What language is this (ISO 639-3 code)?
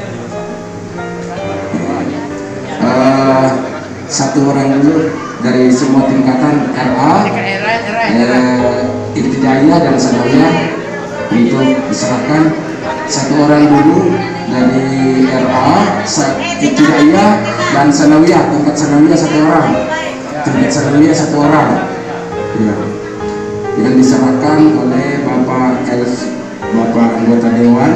ind